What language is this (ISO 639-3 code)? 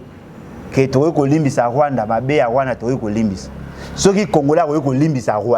lin